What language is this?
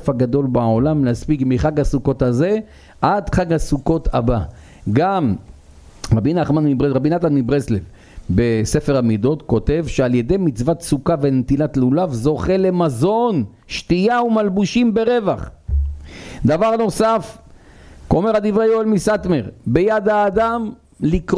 Hebrew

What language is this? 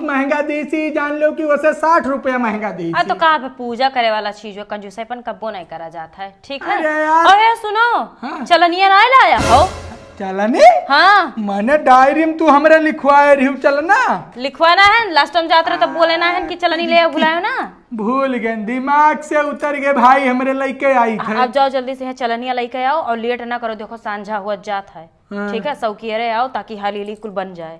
Awadhi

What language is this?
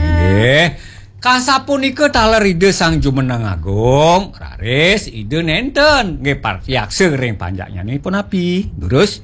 Balinese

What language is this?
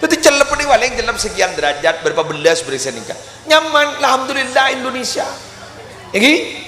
Madurese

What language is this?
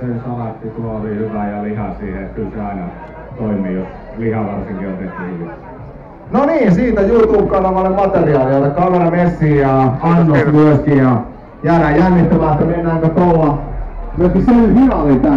Finnish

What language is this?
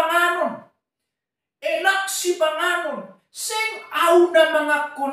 Batak Simalungun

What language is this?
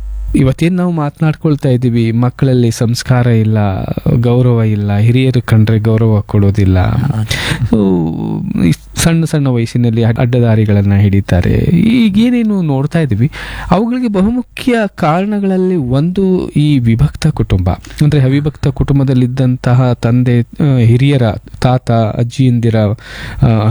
Kannada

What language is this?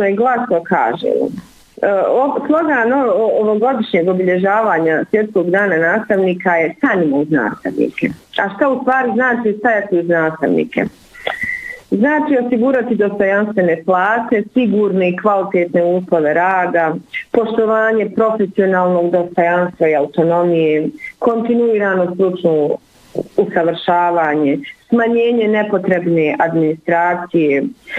Bosnian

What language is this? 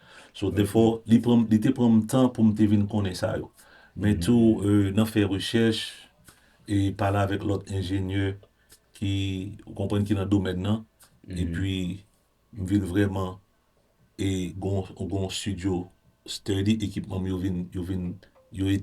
Haitian Creole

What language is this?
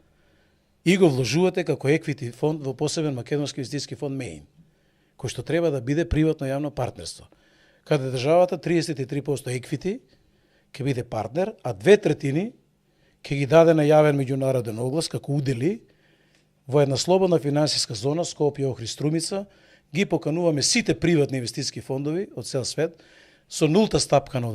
Macedonian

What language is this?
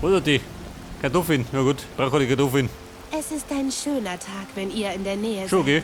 Bavarian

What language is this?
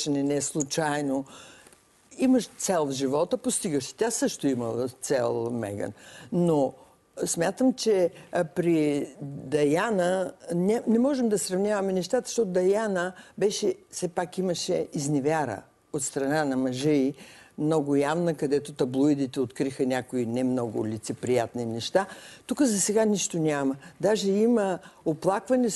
Bulgarian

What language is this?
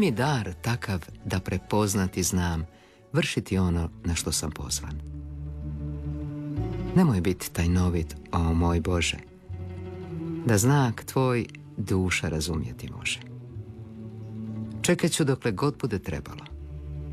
Croatian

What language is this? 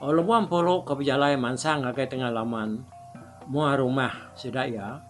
Iban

